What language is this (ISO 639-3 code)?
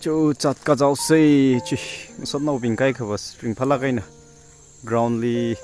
nmf